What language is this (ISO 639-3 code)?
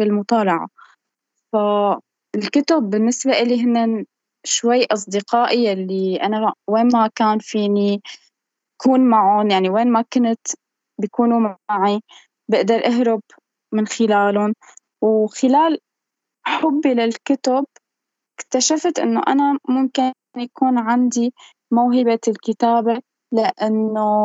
apc